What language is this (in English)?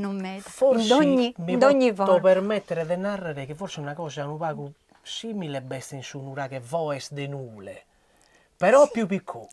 Sardinian